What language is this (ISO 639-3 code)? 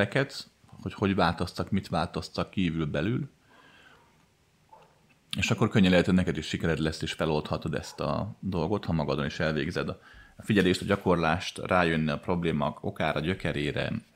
hun